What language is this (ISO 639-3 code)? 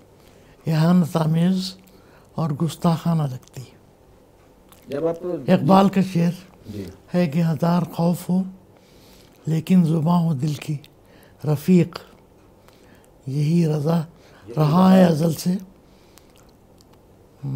urd